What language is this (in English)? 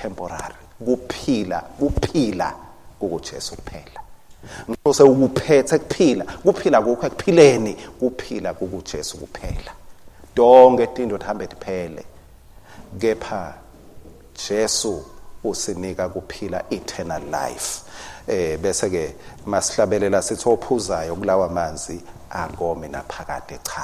Swati